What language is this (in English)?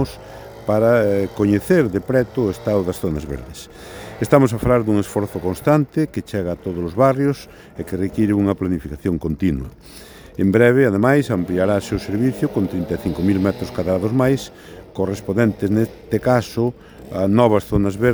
Galician